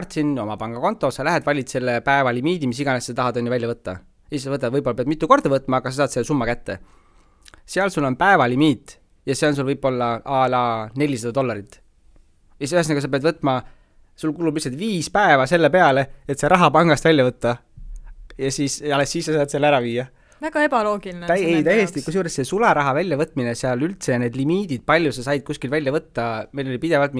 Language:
Estonian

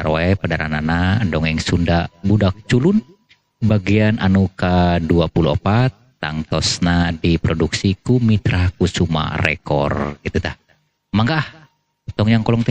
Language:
Sundanese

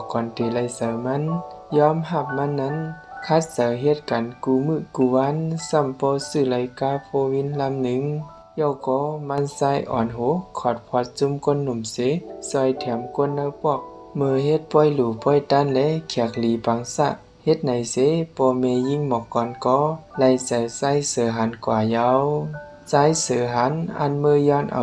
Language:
Shan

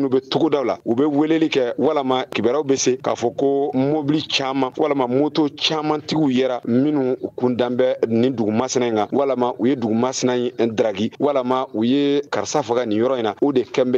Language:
Bambara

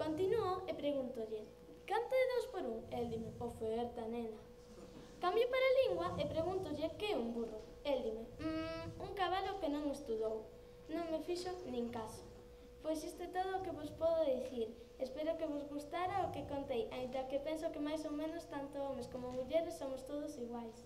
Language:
Galician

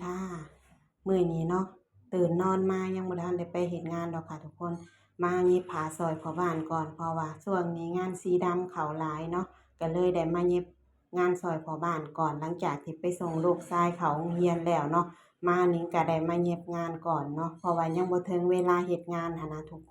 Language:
Lao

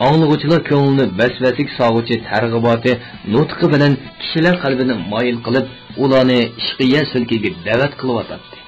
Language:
Uyghur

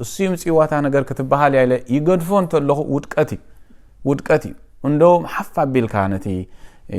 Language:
Tigrinya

